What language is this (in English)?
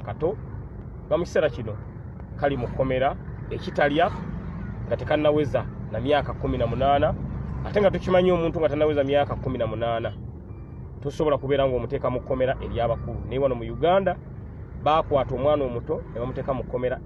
Ganda